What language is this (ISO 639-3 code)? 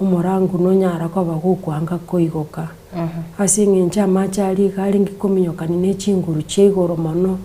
guz